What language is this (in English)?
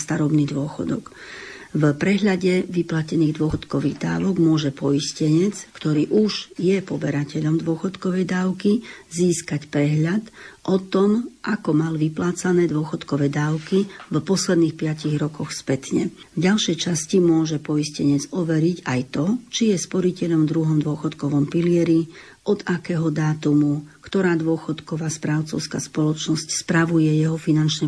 Slovak